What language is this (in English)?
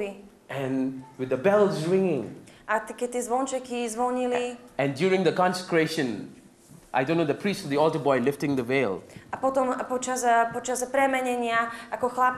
Slovak